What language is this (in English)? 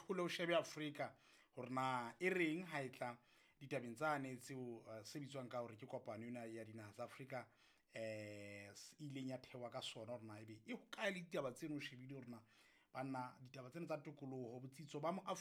Southern Sotho